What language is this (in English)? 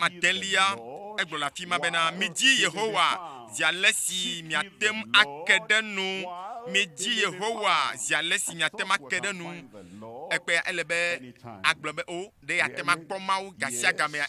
Ewe